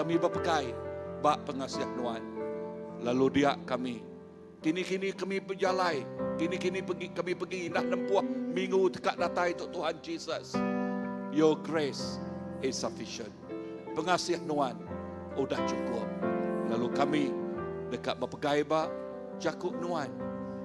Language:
Iban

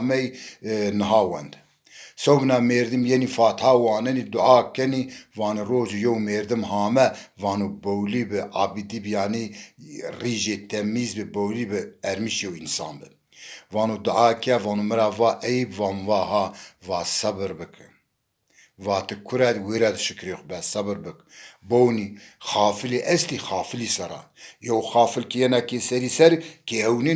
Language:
Zaza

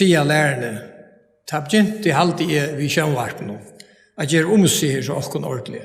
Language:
Faroese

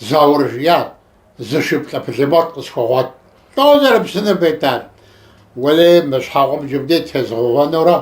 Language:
Kabardian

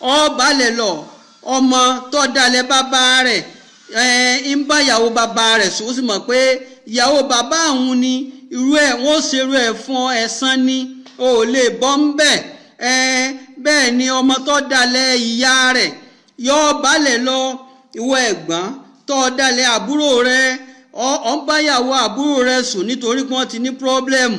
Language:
Yoruba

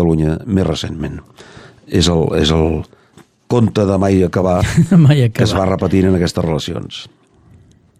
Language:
Catalan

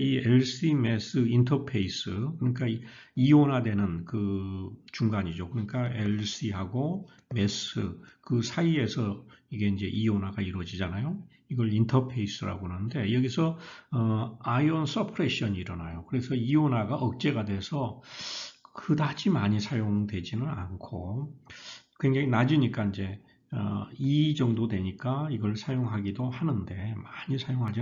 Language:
Korean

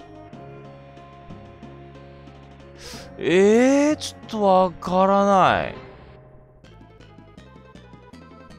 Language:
Japanese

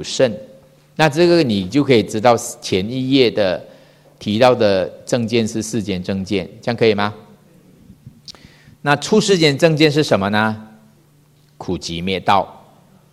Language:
Chinese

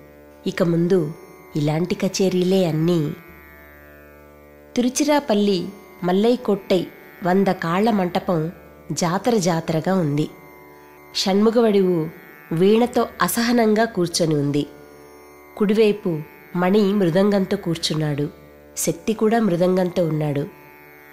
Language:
Telugu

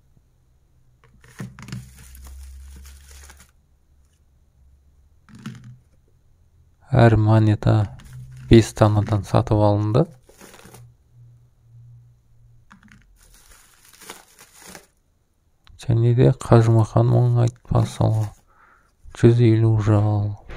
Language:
Kazakh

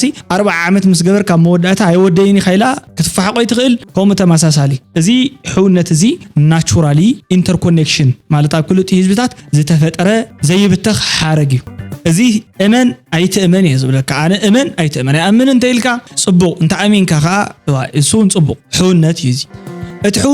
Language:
Tigrinya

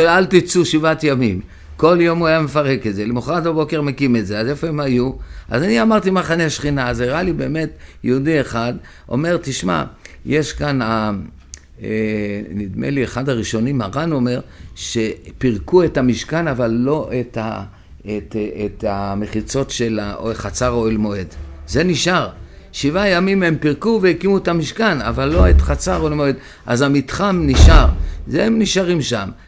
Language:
Hebrew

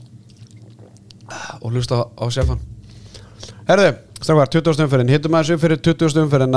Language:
Icelandic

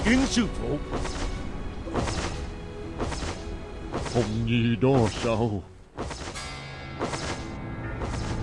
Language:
Vietnamese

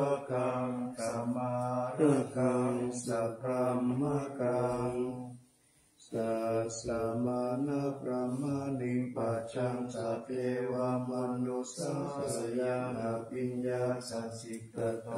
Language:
Pali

